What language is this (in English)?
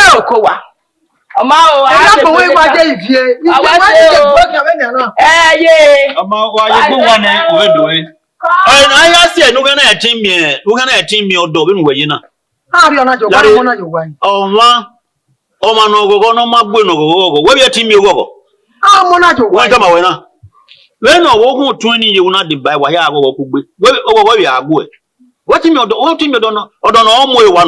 Bini